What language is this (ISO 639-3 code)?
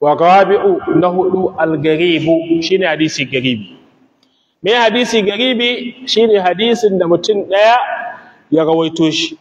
hau